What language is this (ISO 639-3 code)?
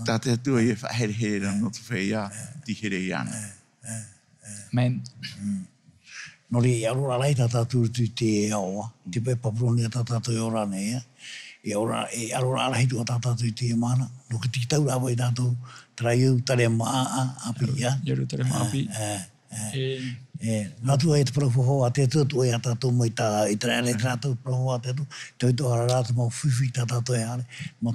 tah